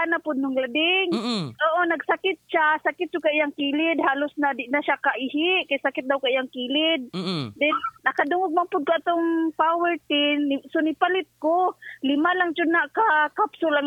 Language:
Cebuano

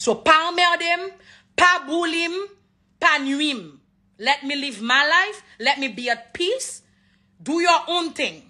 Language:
Haitian Creole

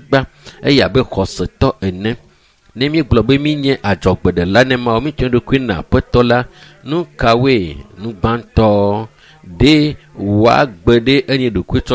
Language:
Ewe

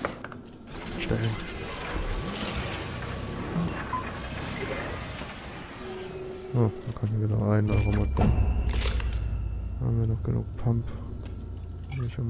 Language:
German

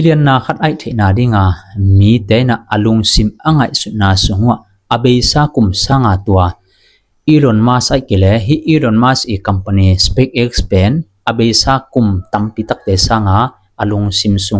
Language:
Tedim Chin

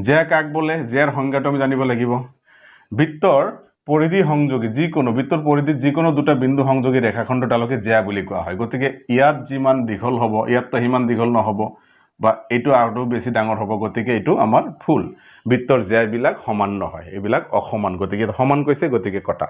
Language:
Assamese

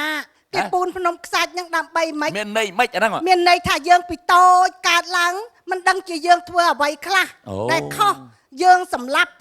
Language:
Khmer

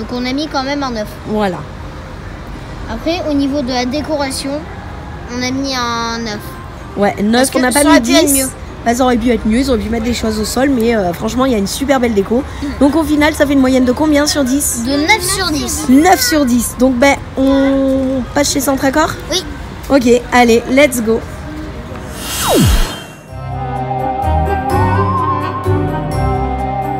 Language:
French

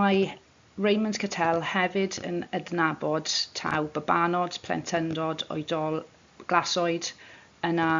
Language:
Welsh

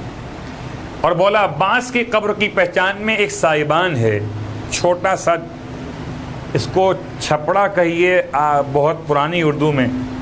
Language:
Urdu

